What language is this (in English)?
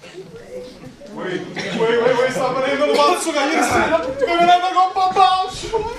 Neapolitan